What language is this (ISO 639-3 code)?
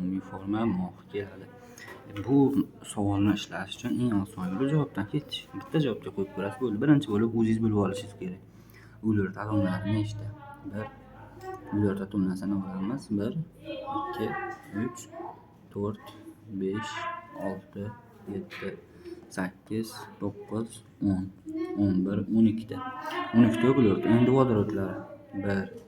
uzb